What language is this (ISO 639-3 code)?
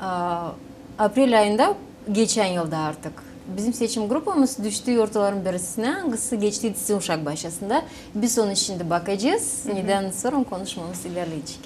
gag